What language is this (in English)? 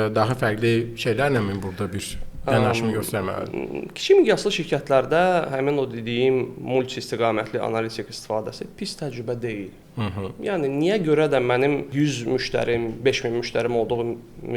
Azerbaijani